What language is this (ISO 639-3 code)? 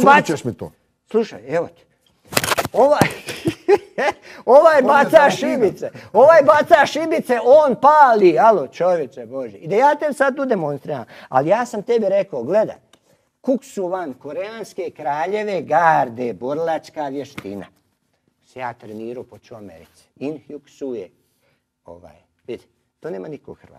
hrv